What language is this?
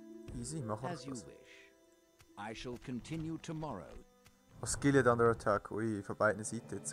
Swiss German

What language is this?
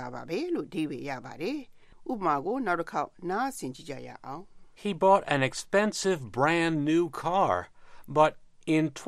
Burmese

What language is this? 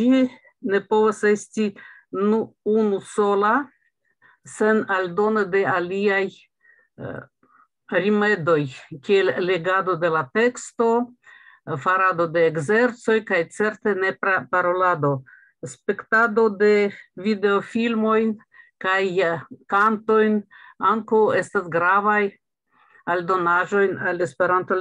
Esperanto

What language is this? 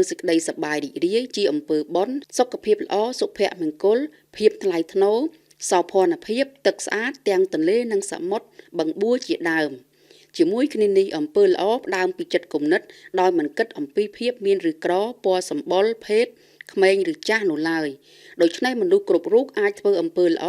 Khmer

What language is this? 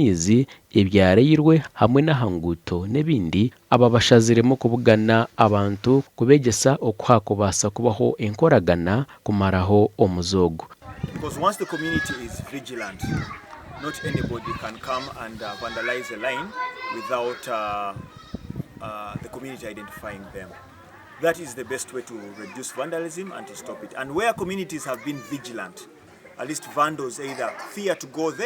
Nyankole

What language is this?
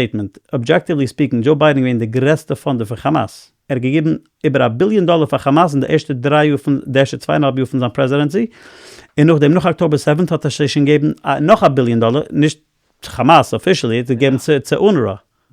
Yiddish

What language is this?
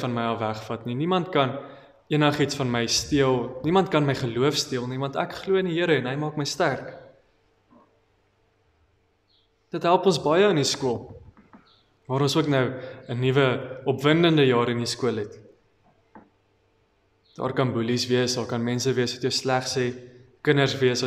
Afrikaans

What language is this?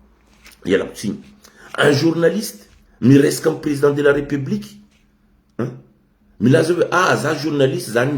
Malagasy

